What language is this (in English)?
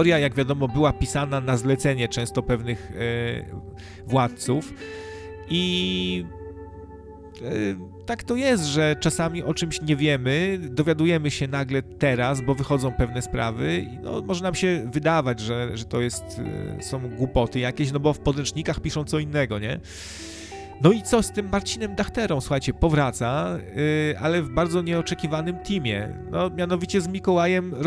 Polish